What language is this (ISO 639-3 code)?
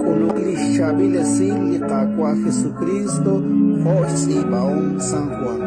kek